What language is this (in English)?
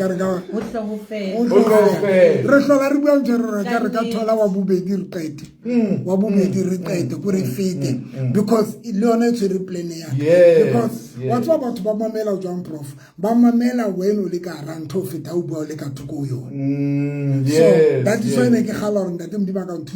Southern Sotho